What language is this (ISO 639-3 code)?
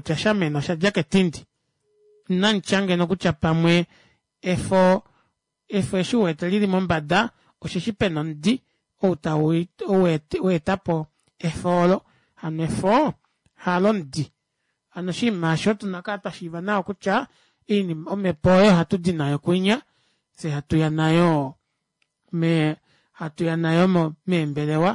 kua